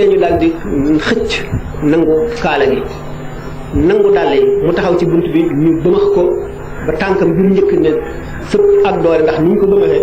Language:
Wolof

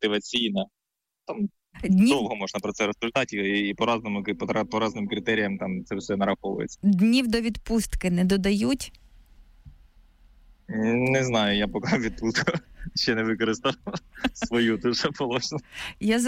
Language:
Ukrainian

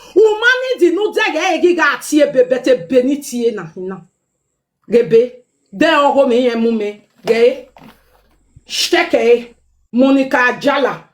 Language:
Nigerian Pidgin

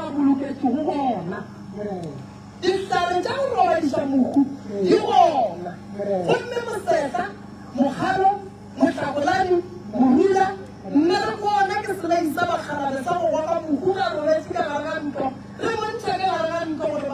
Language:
Northern Sotho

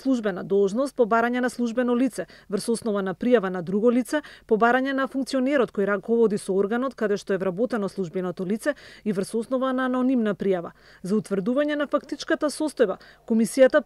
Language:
Macedonian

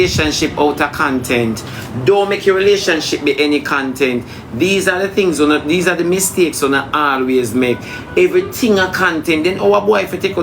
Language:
Jamaican Creole English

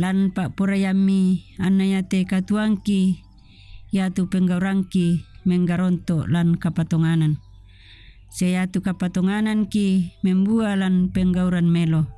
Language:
Toraja-Sa'dan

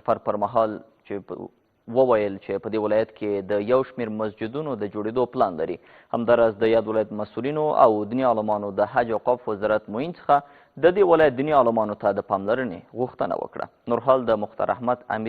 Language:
Pashto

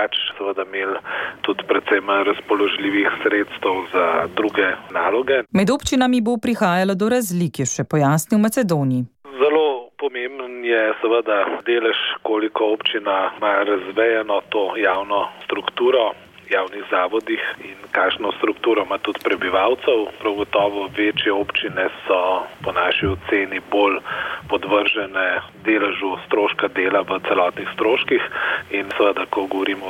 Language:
Slovenian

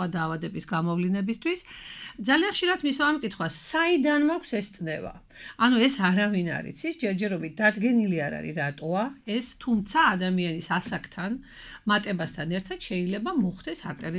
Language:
Georgian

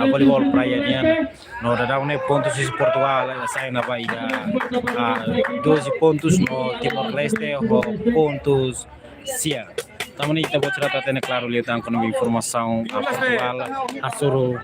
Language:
Tetum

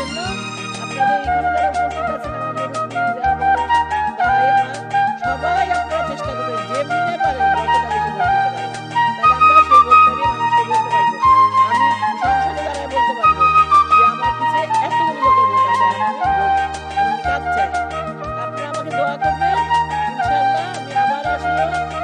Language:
Bangla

